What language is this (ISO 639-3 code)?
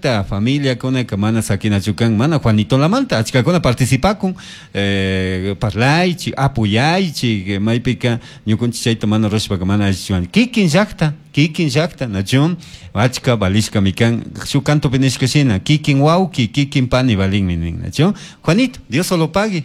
qug